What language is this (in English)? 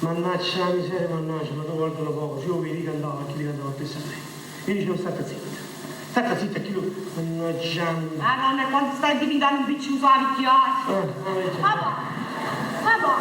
Neapolitan